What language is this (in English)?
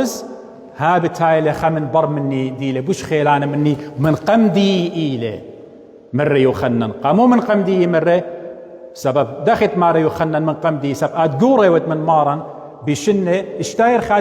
Assyrian Neo-Aramaic